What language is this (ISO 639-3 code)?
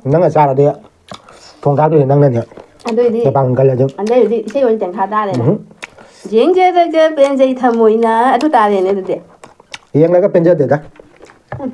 mni